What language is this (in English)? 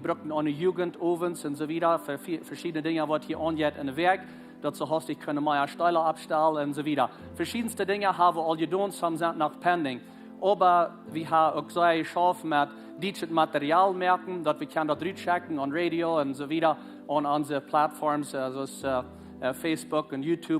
Plautdietsch